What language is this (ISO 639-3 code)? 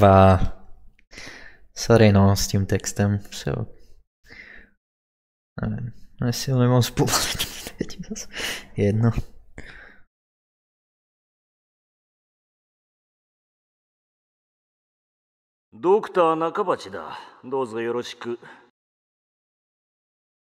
ces